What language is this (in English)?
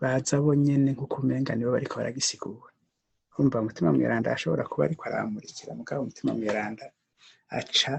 Rundi